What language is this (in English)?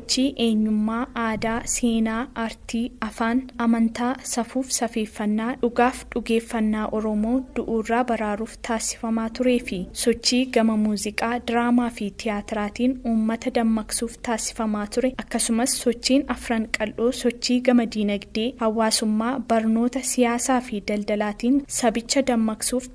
Oromo